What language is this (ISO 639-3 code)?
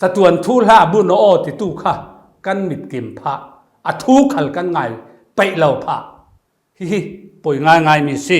cfm